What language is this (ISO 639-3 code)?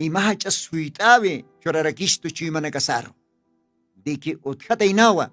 aym